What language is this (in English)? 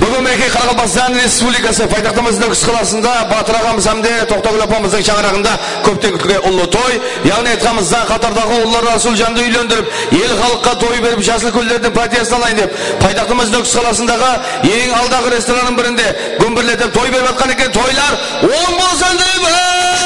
Kara-Kalpak